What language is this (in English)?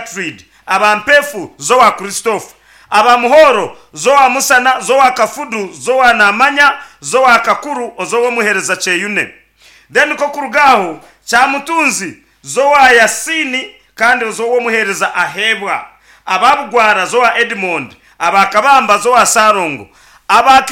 Nyankole